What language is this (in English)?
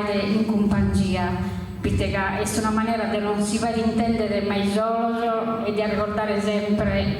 Sardinian